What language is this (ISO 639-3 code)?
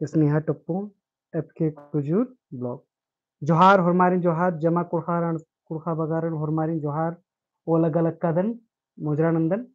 kru